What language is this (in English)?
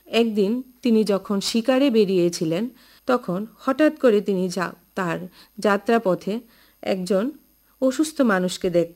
Bangla